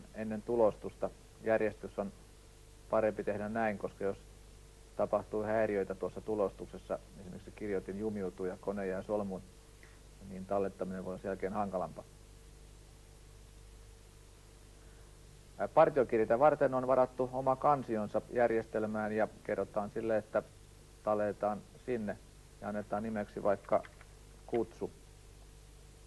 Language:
Finnish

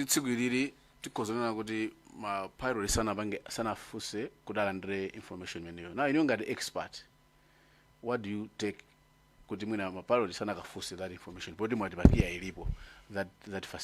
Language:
Nyanja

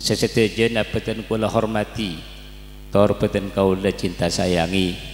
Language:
Madurese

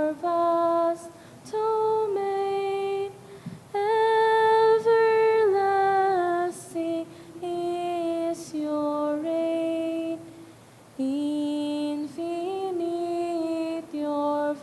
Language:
Bikol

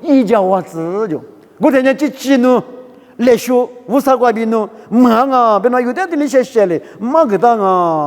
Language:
Lisu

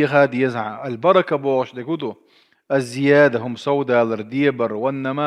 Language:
Chechen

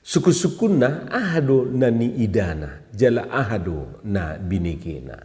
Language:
Batak Toba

